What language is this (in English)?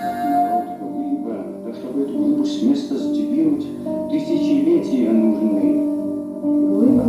Yakut